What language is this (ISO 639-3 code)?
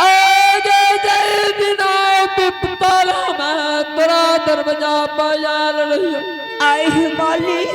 anp